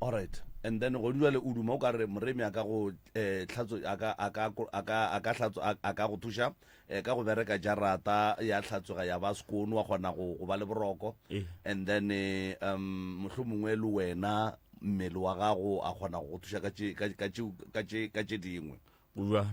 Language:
Northern Sotho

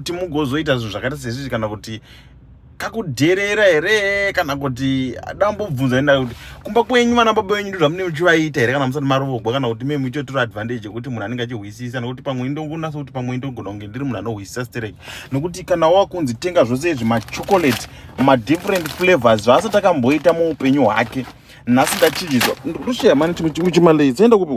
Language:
Shona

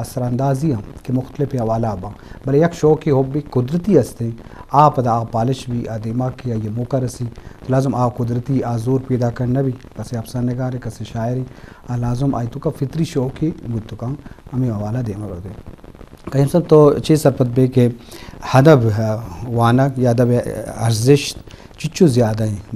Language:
Eastern Balochi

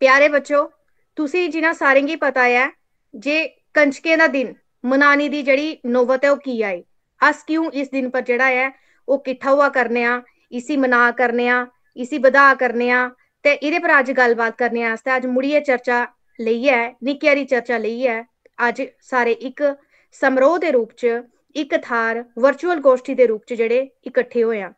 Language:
Dogri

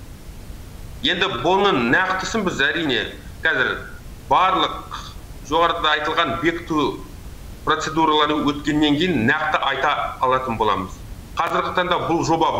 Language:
Kazakh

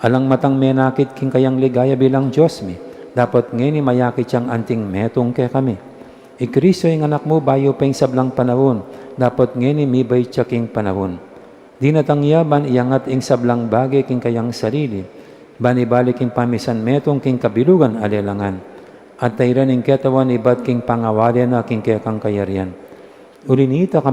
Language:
Pampanga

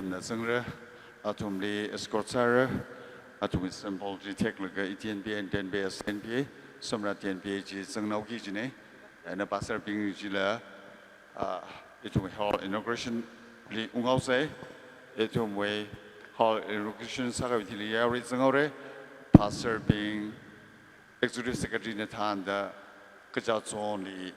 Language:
Tangkhul Naga (India)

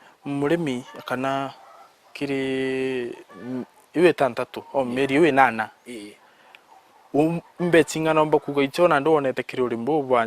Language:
Meru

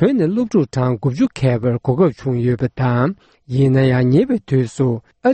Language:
Tibetan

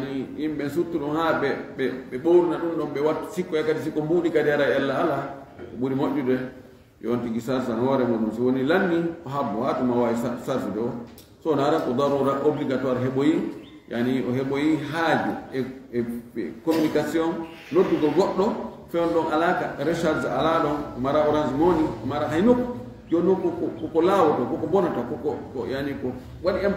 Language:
Fula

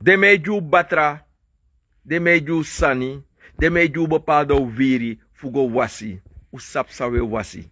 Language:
Sranan Tongo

